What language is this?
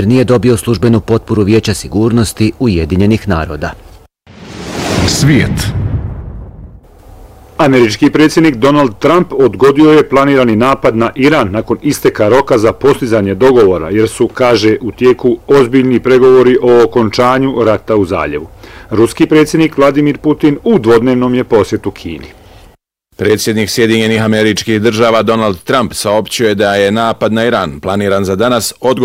Bosnian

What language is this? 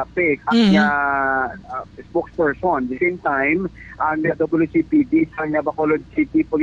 Hiligaynon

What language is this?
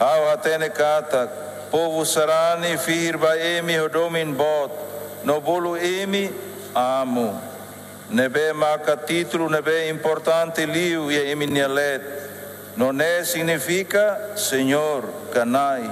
Tetum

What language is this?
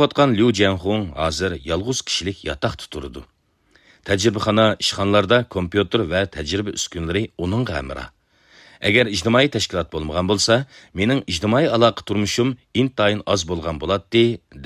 Uyghur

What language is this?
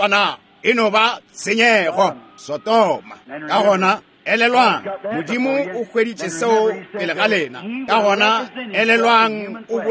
Northern Sotho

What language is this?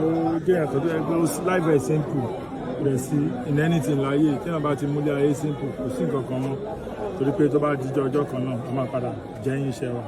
Yoruba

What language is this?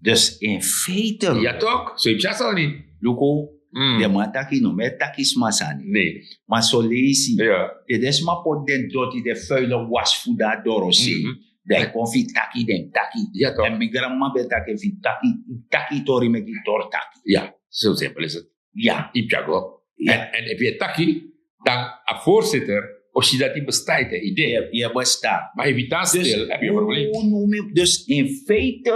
Sranan Tongo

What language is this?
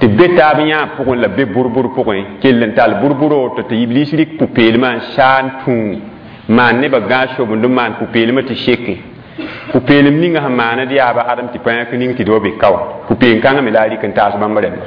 Mossi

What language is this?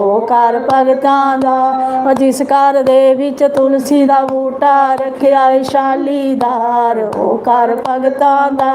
Dogri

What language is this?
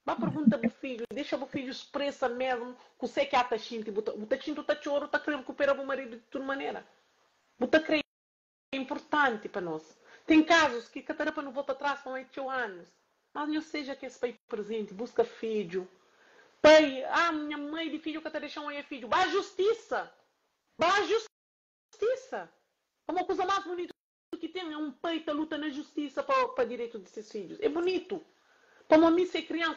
Kabuverdianu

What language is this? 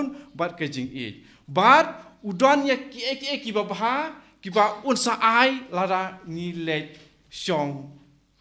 Khasi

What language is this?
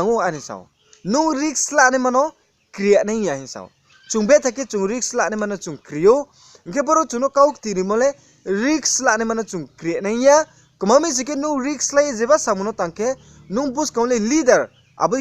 Riang (India)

